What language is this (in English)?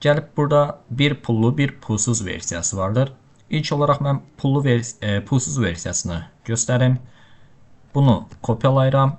Azerbaijani